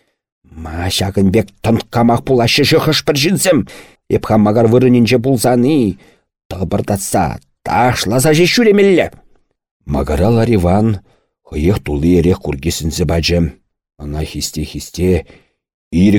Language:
Chuvash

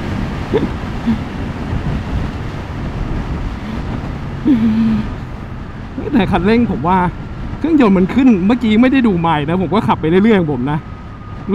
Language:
Thai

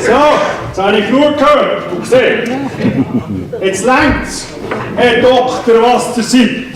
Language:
Swiss German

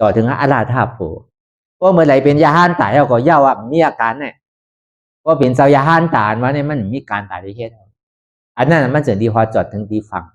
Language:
Shan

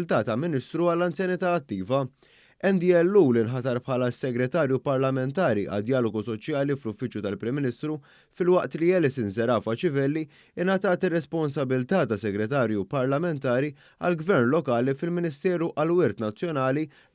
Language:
Maltese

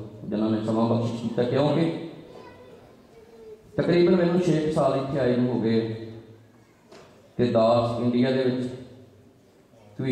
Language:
Punjabi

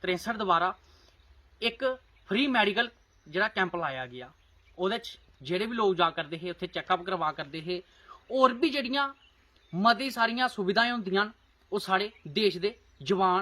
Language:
Dogri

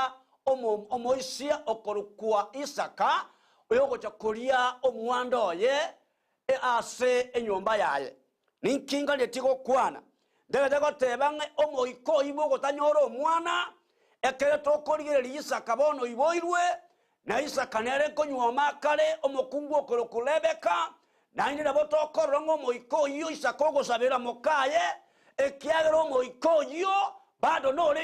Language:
Gusii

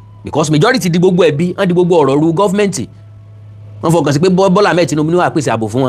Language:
Yoruba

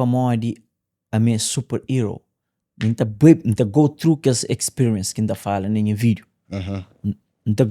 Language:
Kabuverdianu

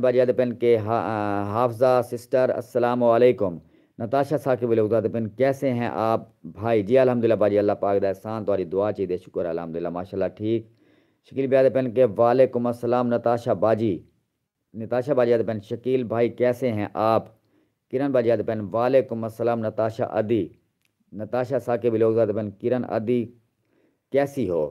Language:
Saraiki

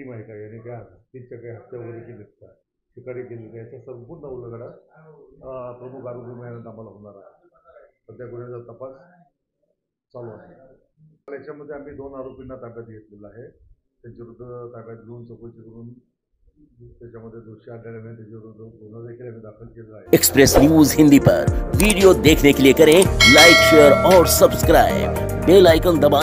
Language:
Marathi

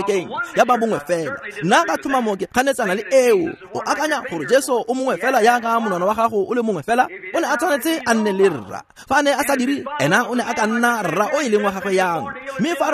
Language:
Tswana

